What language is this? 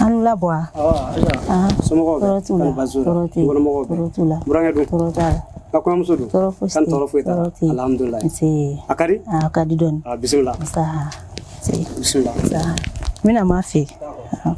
Bambara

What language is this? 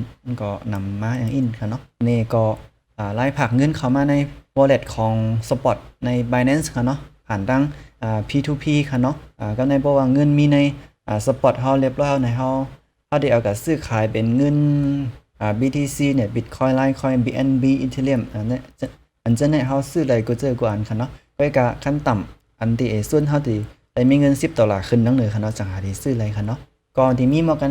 Shan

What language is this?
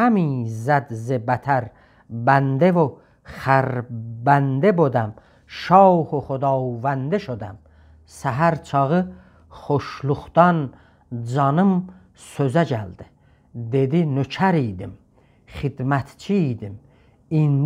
South Azerbaijani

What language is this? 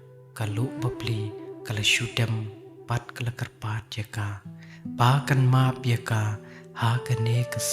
Khasi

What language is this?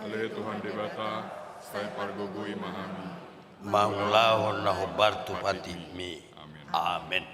Batak Toba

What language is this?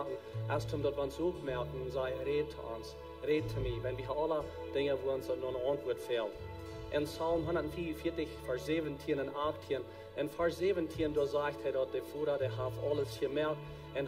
Plautdietsch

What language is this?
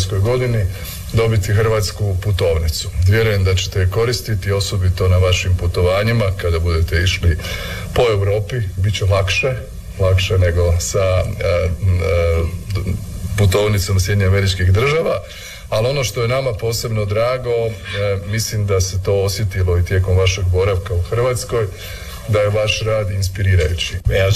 Croatian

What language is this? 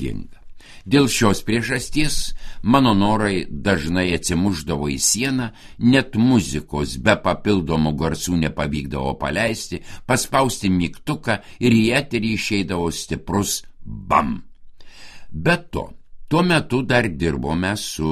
Lithuanian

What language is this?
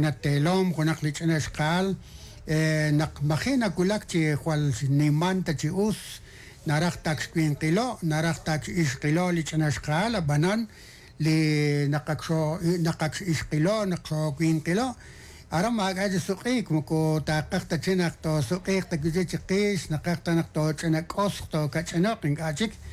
Kekchí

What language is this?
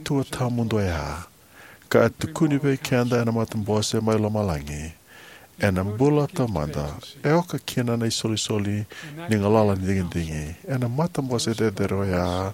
Fijian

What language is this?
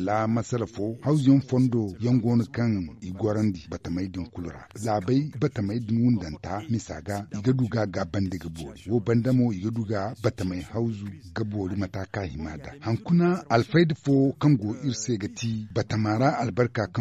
Zarma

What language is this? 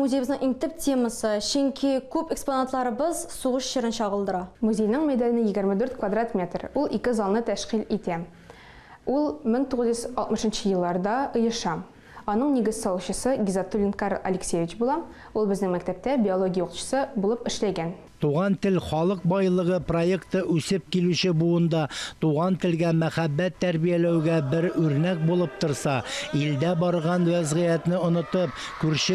Tatar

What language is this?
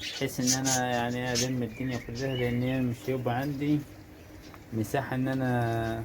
Egyptian Arabic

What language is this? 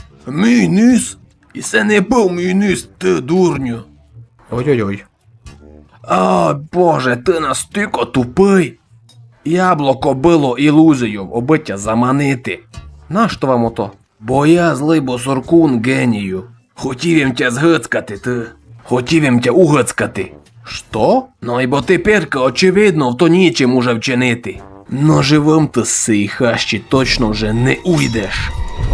Rusyn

